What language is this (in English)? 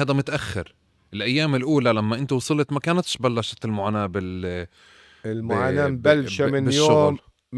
North Levantine Arabic